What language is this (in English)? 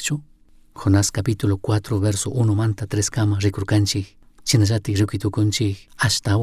Chimborazo Highland Quichua